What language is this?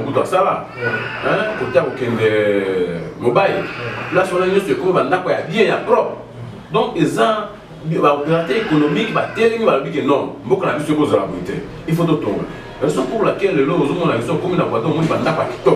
Lingala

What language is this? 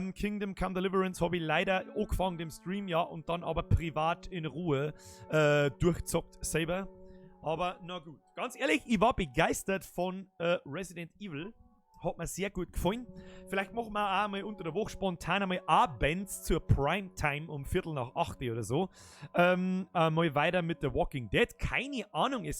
Bavarian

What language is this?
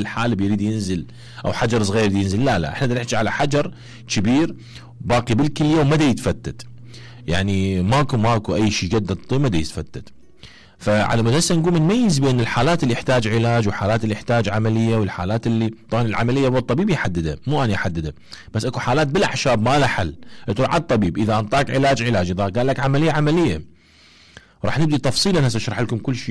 Mesopotamian Arabic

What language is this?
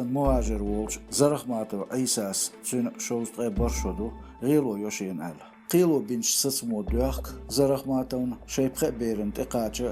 Chechen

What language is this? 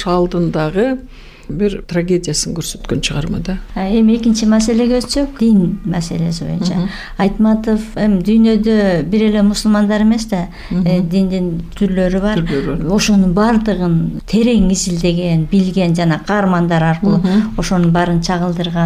Kyrgyz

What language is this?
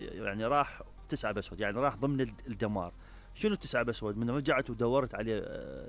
Mesopotamian Arabic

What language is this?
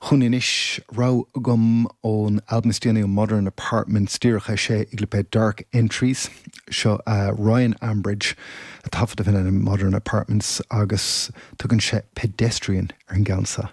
Irish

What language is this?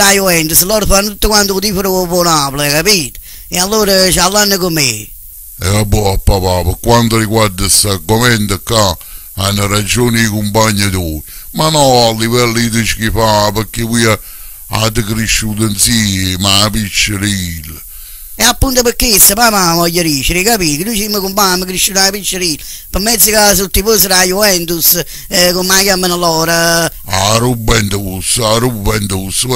Neapolitan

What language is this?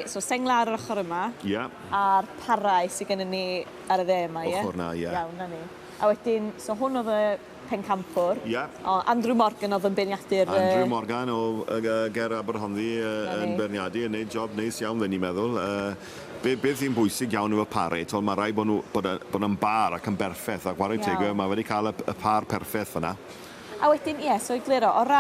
Welsh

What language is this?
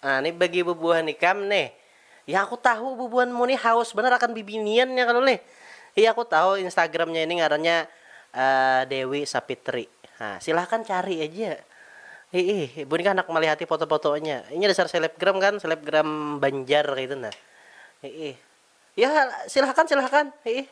Banjar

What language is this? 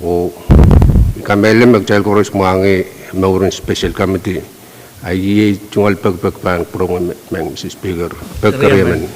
Pohnpeian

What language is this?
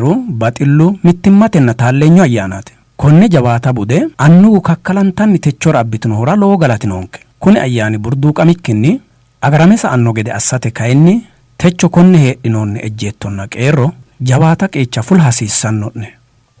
Sidamo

